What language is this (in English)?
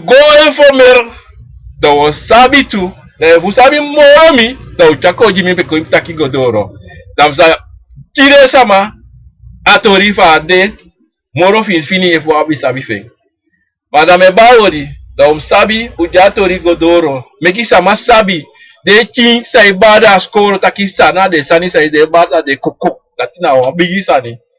Sranan Tongo